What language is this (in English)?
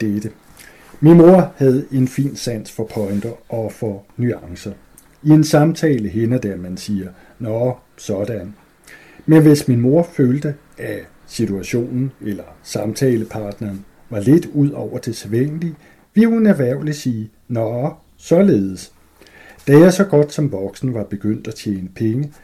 Danish